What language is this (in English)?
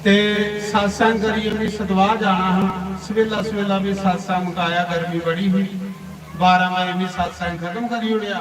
Dogri